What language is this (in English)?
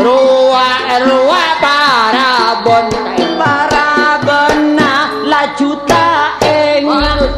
Madurese